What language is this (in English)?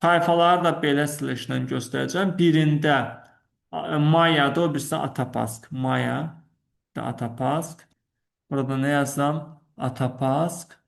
Azerbaijani